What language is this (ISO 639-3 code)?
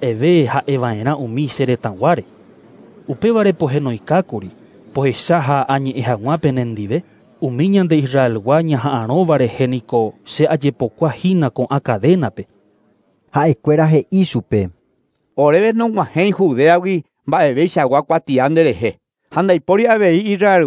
grn